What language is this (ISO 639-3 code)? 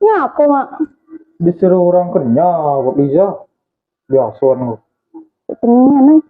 mui